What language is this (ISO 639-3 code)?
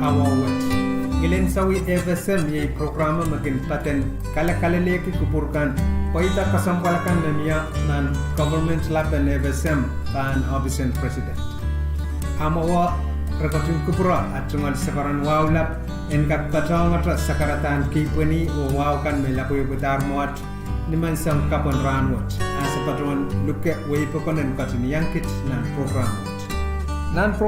pon